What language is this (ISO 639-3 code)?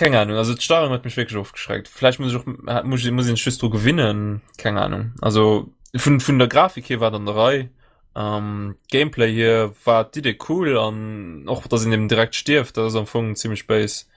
ltz